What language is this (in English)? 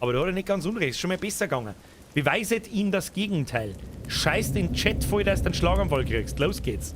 Bavarian